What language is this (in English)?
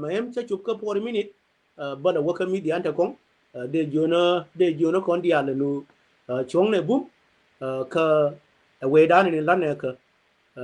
Nuer